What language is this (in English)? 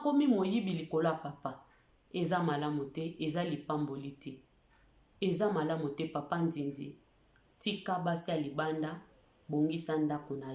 Lingala